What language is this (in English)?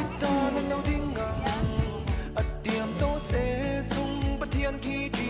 Hakha Chin